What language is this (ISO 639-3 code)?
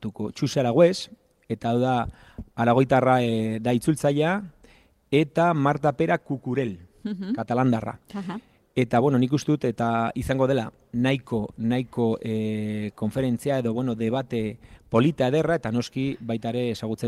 eus